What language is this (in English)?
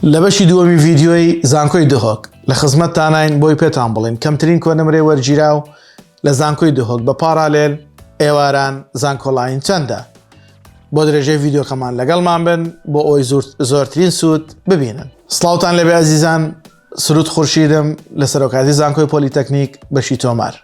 Central Kurdish